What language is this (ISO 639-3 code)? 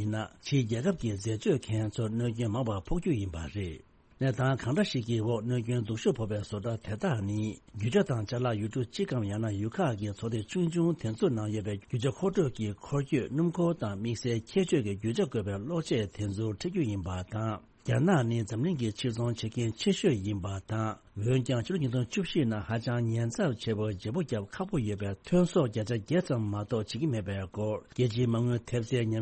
bod